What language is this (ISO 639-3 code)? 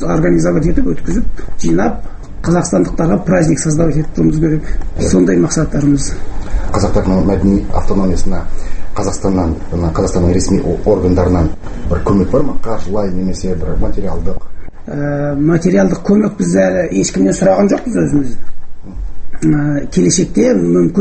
kaz